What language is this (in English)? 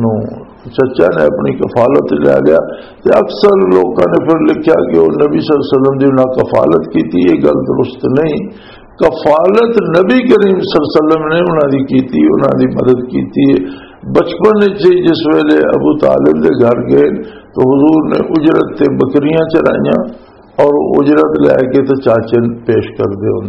Western Panjabi